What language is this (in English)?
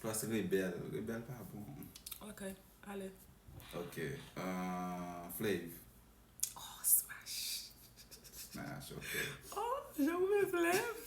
Haitian Creole